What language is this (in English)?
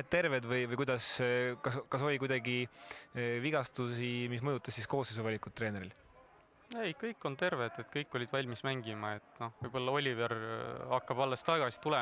Estonian